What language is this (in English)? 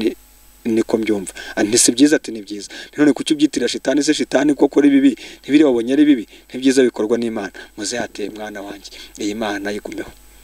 Kinyarwanda